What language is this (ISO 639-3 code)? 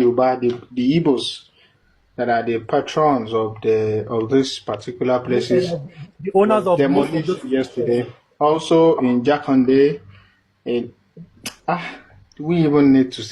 ibo